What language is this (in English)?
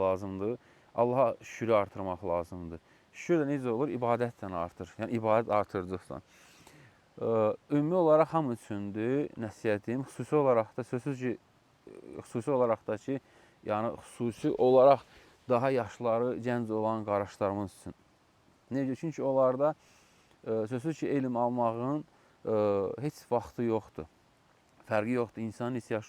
Azerbaijani